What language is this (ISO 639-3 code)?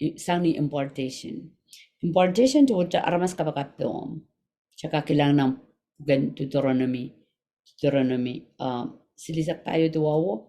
pon